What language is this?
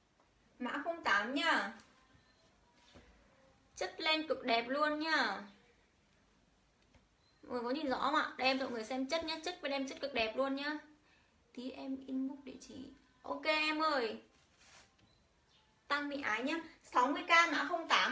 Vietnamese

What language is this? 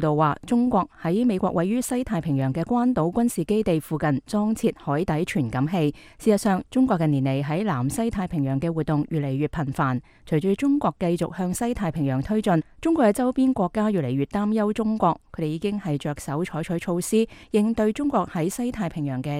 Cantonese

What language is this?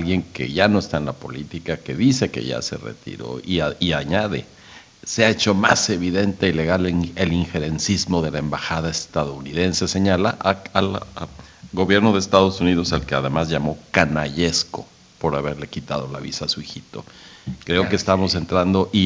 Spanish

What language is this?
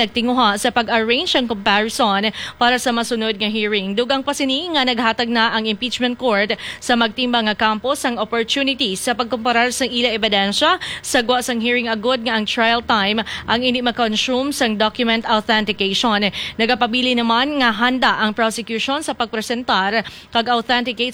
Hiligaynon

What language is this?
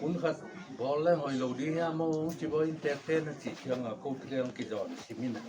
Tedim Chin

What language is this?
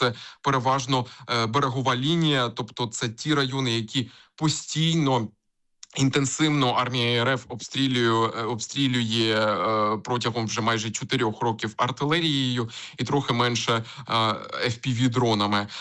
Ukrainian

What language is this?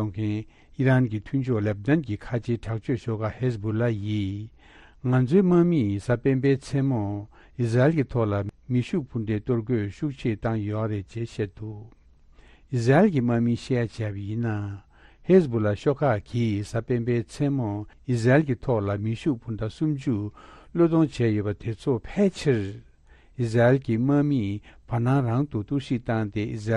Tibetan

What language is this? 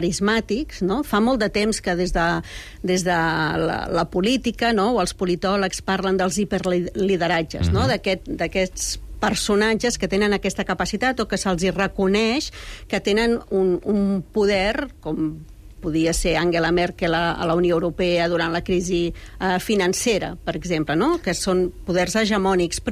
Catalan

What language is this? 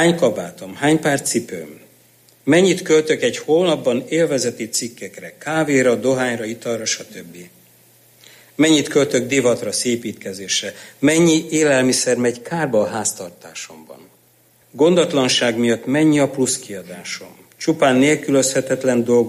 Hungarian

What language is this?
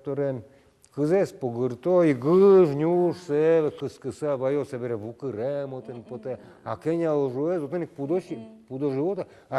Udmurt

